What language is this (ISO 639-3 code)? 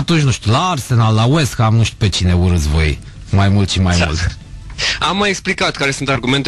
ron